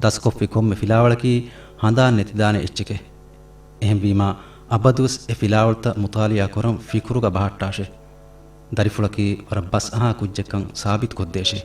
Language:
Divehi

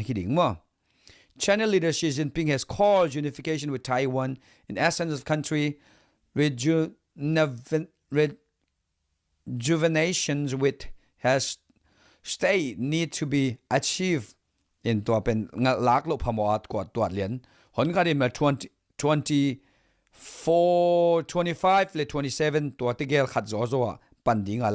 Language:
Tedim Chin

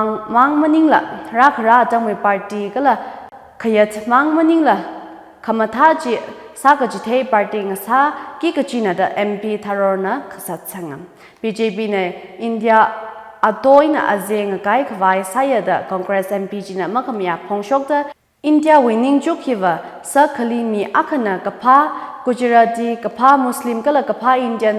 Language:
Tangkhul Naga (India)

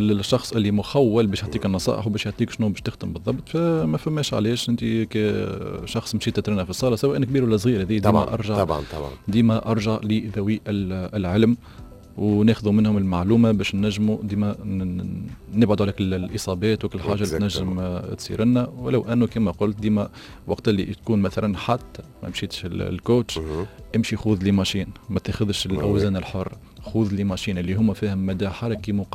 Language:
Tunisian Arabic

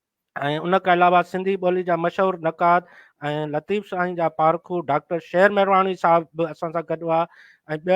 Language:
Sindhi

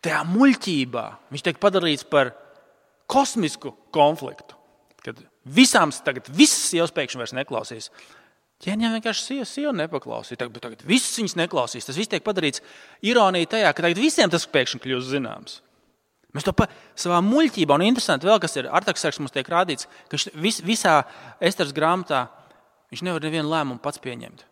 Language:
Latvian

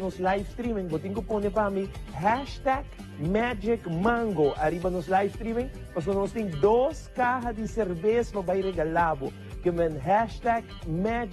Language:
Papiamento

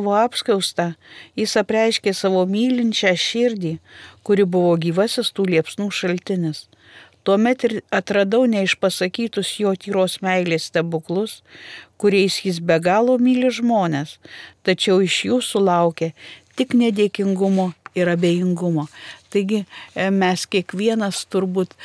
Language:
Lithuanian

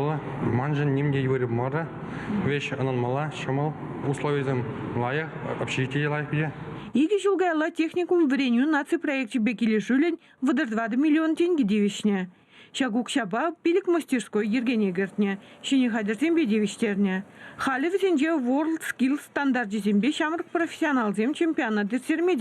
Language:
Chuvash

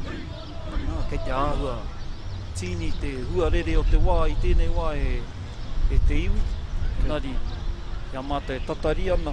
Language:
Māori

